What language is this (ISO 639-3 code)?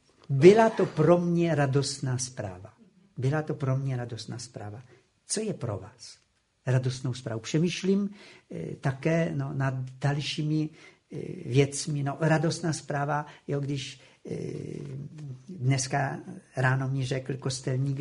ces